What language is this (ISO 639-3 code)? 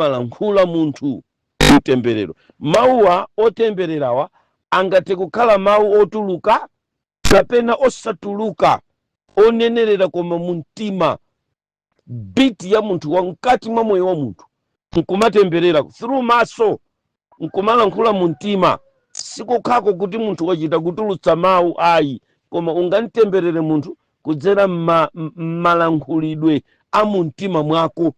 nya